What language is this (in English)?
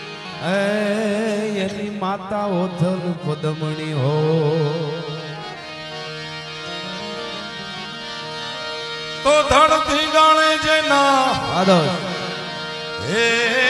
Gujarati